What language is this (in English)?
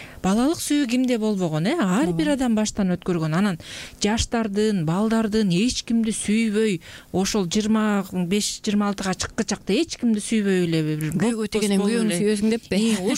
Kyrgyz